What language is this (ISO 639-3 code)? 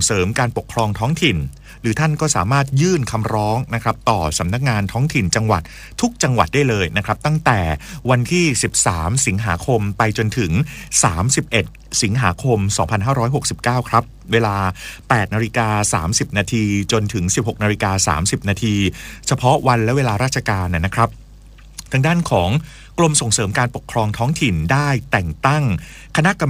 tha